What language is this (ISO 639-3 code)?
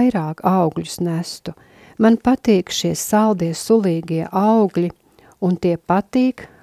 lav